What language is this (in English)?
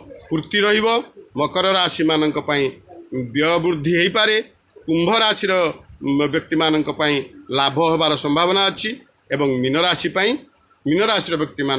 Odia